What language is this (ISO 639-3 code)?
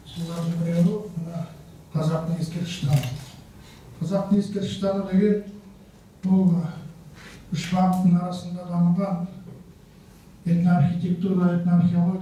kaz